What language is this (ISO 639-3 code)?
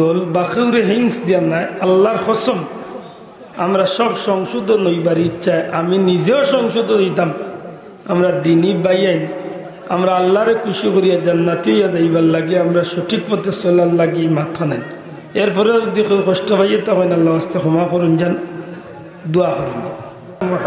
syl